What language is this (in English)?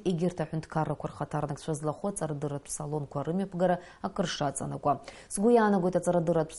Abkhazian